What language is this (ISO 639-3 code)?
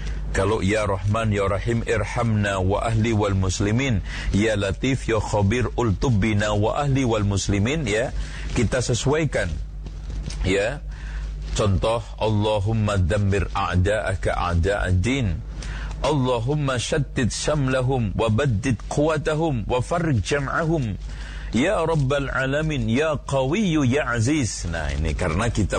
ind